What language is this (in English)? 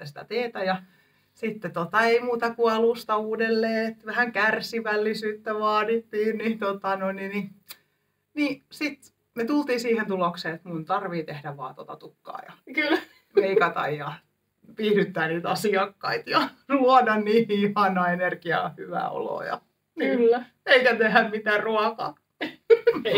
Finnish